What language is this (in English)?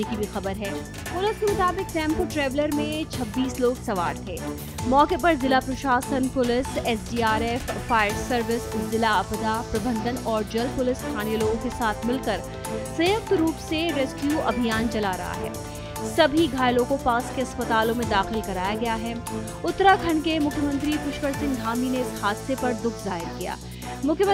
Hindi